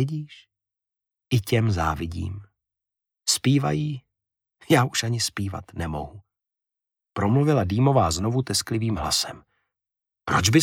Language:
Czech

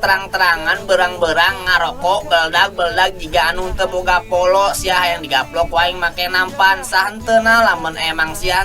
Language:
Sundanese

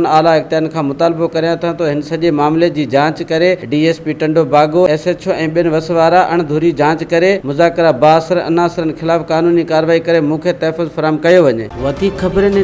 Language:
Sindhi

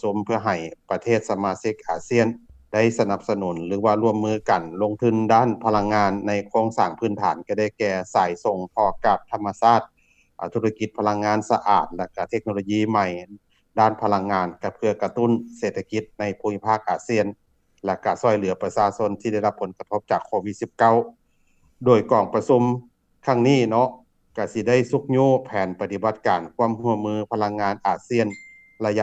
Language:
Lao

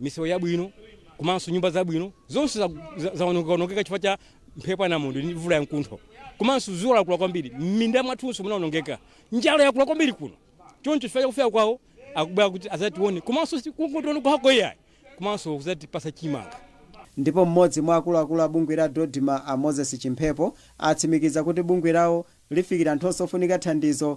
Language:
Nyanja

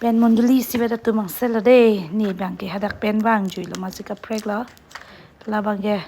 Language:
Karbi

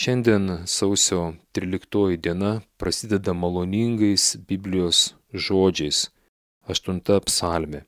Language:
Lithuanian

